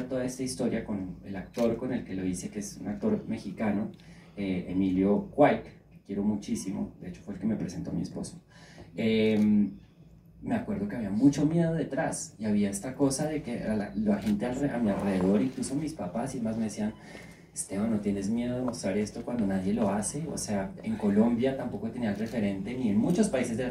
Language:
Spanish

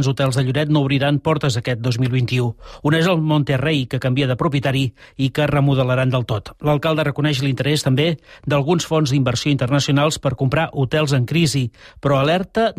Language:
Catalan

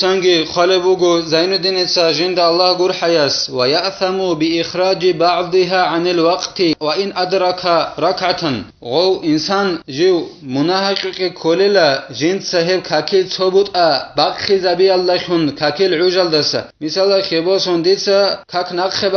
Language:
Avaric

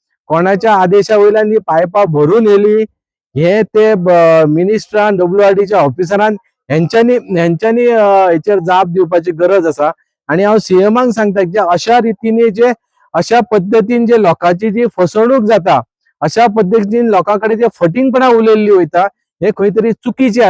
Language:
Konkani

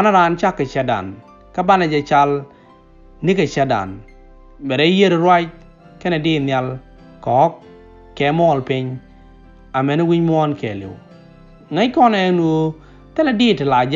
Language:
Nuer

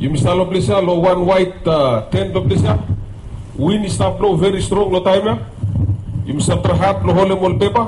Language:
Bislama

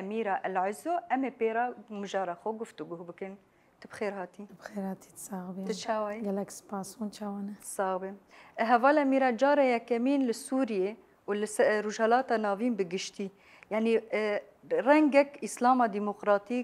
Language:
Kurdish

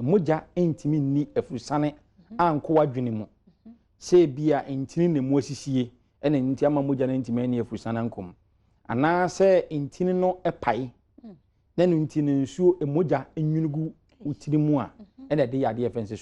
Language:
Akan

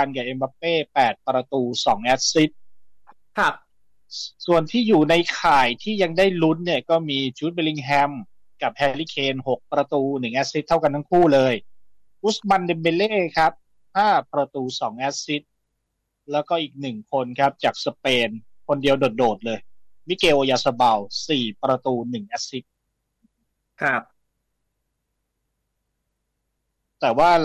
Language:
Thai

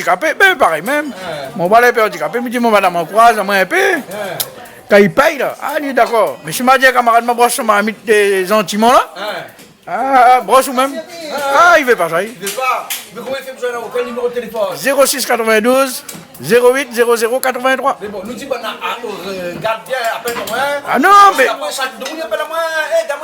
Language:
Réunion Creole French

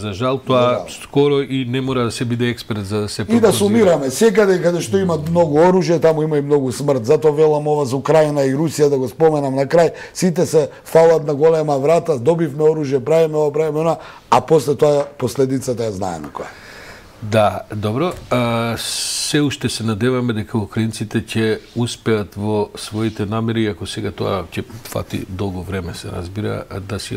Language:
Macedonian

